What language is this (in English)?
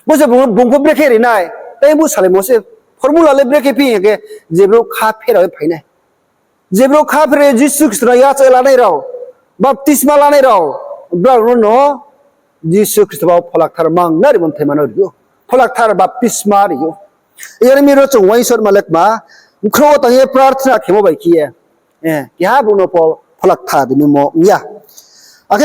Riang (India)